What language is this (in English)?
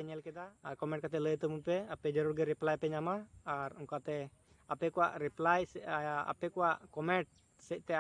Santali